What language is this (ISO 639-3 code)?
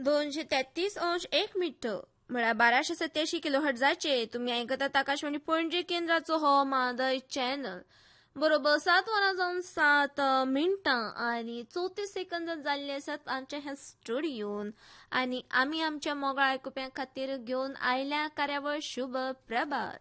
kok